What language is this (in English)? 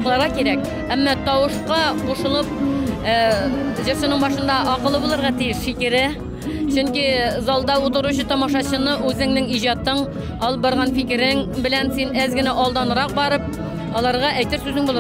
Tatar